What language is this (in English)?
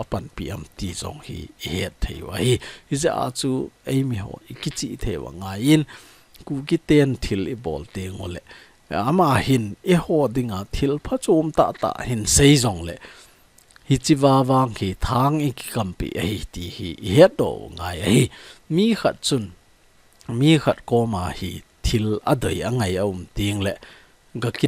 Thado Chin